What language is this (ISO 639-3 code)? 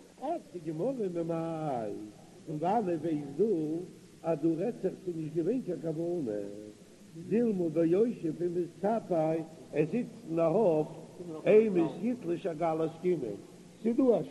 yid